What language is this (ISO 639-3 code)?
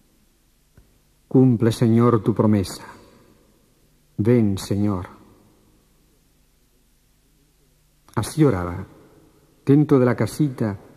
spa